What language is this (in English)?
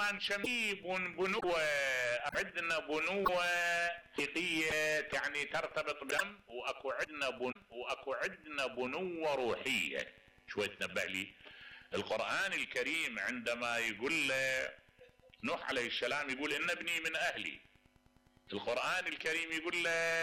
Mesopotamian Arabic